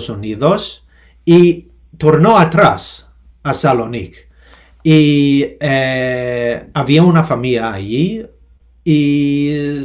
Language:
Ladino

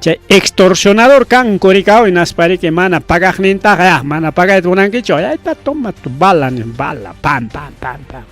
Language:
Ayacucho Quechua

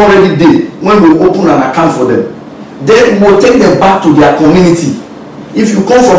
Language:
Nigerian Pidgin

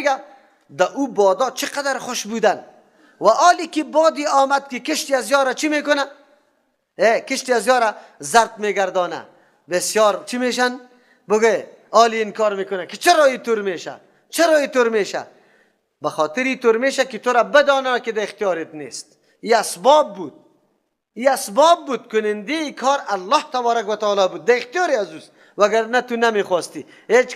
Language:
Persian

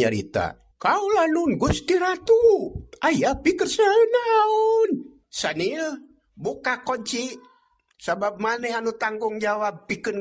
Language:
Sundanese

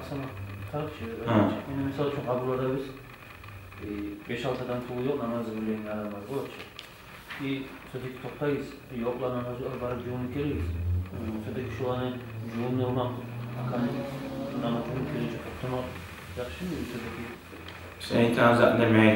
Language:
Kumyk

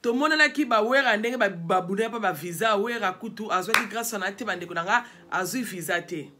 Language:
Lingala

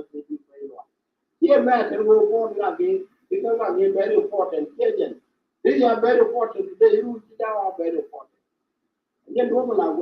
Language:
Nuer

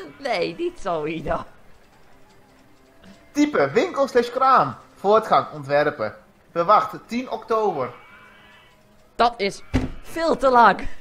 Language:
Dutch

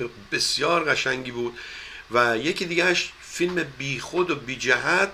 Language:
Persian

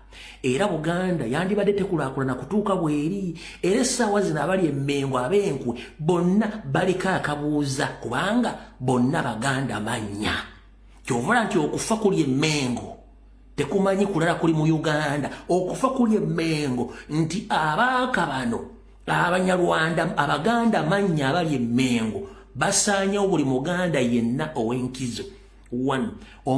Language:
Ganda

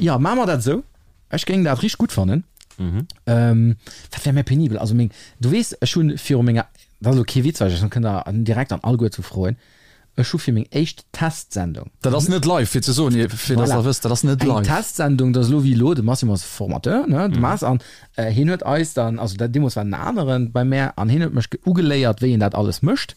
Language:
Luxembourgish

